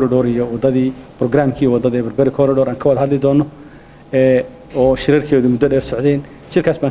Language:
Somali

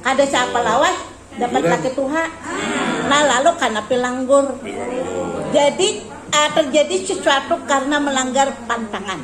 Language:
Banjar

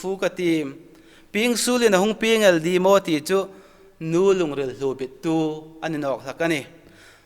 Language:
Hmar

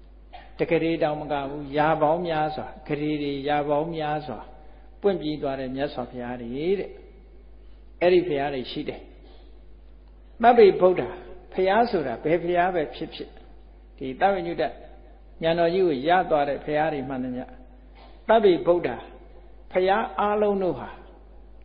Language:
Burmese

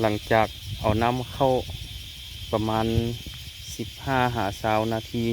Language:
Lao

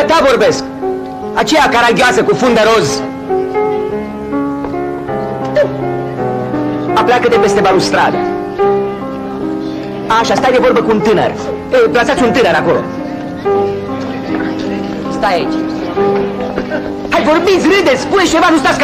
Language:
Romanian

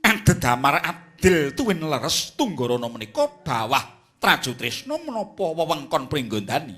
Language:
Javanese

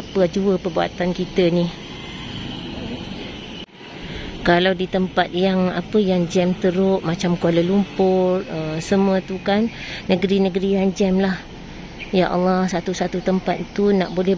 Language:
Malay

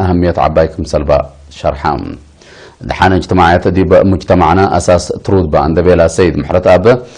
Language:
Tigre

